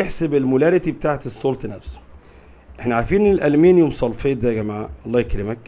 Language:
Egyptian Arabic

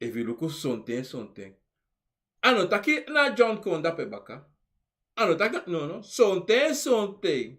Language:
Sranan Tongo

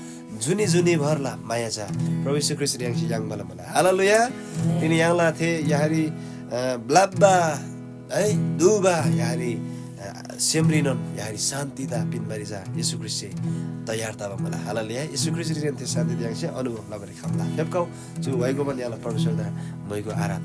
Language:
Eastern Tamang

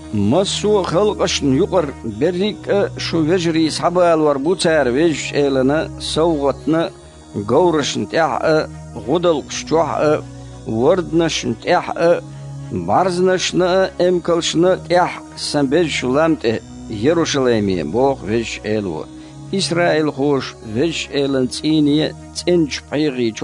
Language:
Chechen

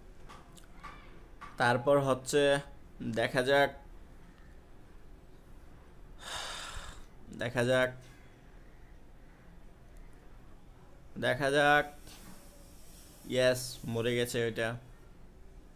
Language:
Bangla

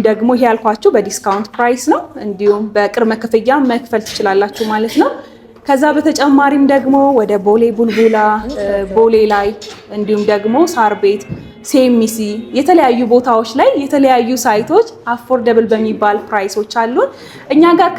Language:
Amharic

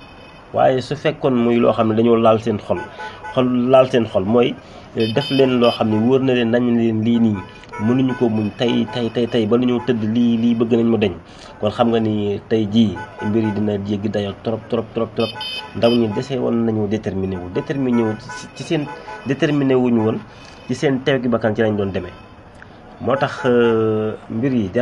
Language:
Wolof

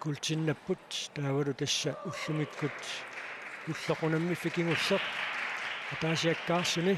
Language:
Kalaallisut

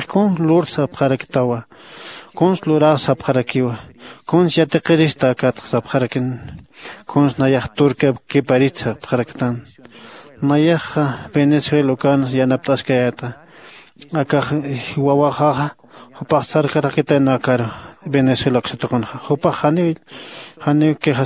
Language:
Aymara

